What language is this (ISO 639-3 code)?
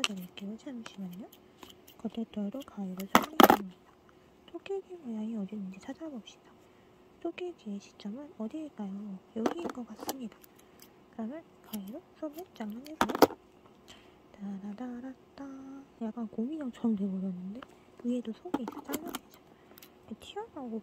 kor